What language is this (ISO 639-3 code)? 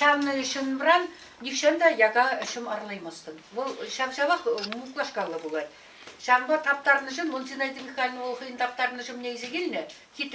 chv